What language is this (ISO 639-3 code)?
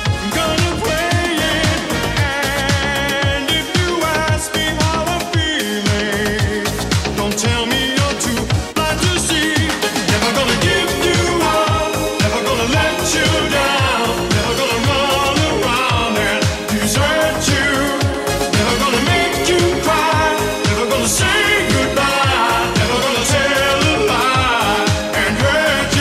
eng